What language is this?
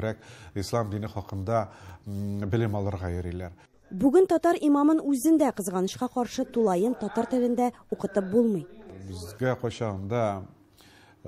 Tatar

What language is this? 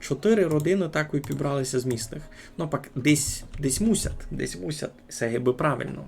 Rusyn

